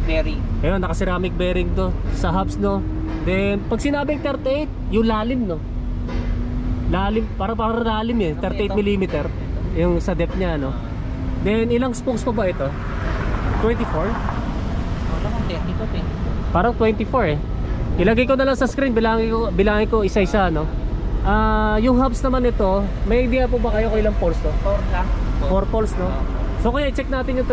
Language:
Filipino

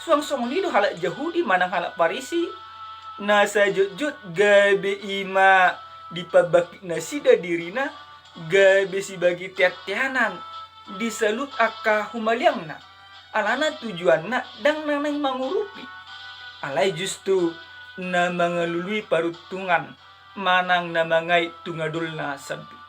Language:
Batak Toba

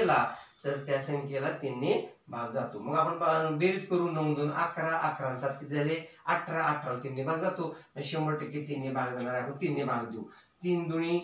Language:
Marathi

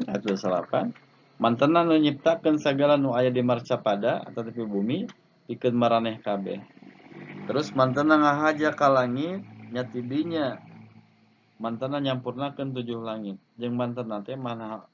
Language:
Sundanese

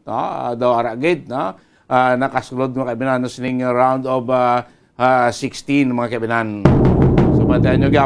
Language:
Hiligaynon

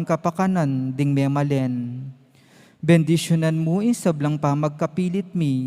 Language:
Pampanga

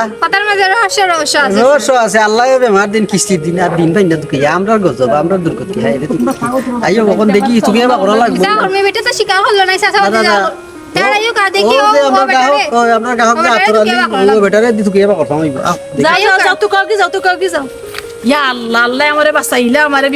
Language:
Sylheti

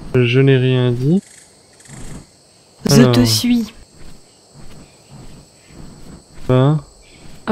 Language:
French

